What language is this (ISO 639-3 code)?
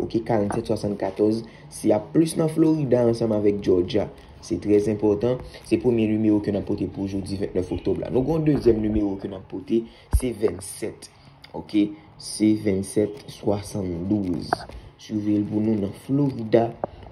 hat